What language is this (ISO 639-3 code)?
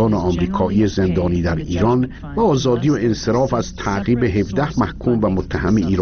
fas